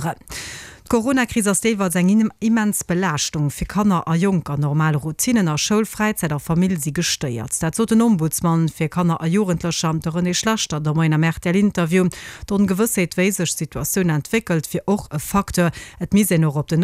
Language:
Luxembourgish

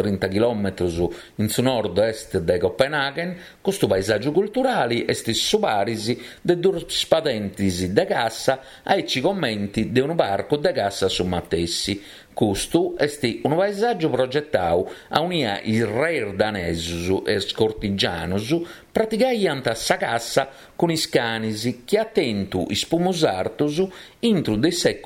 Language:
Sardinian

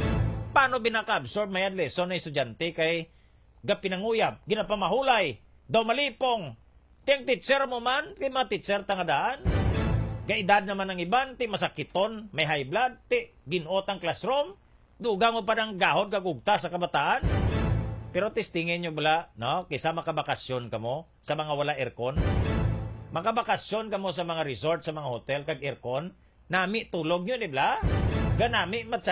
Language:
Hiligaynon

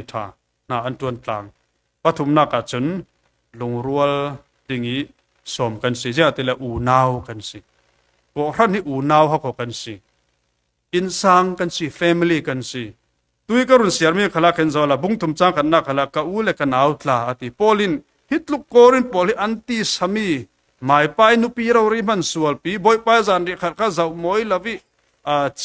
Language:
Falam Chin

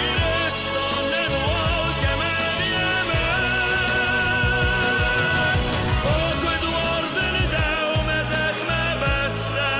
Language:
Ossetic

